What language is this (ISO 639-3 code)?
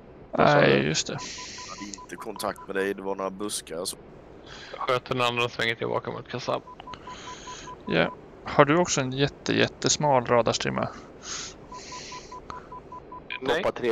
swe